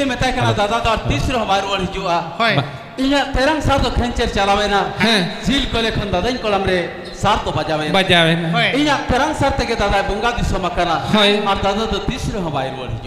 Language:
Santali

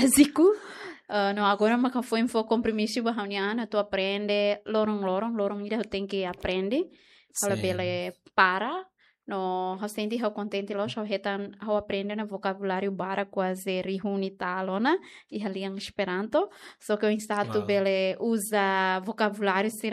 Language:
Tetum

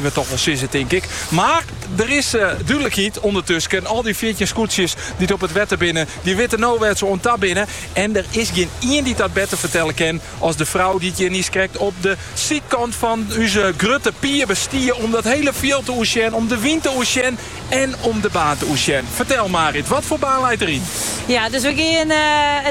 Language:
Dutch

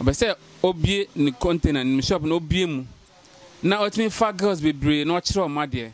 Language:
Akan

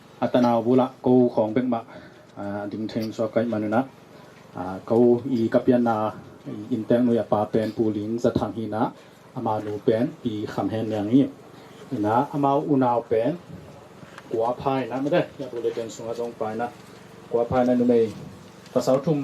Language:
Tedim Chin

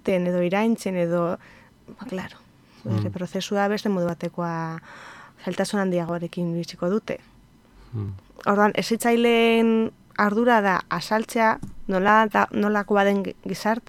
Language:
Basque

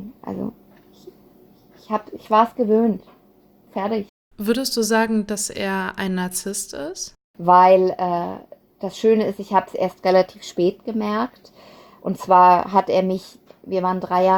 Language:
German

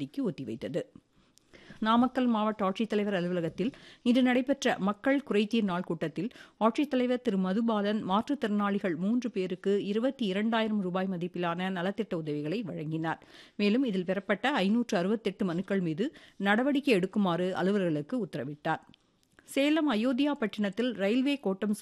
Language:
Tamil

